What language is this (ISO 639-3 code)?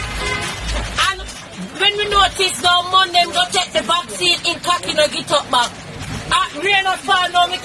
jam